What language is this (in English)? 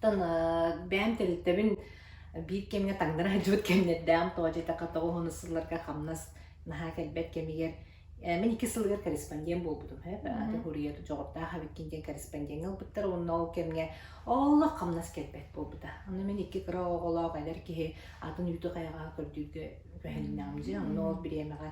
Yakut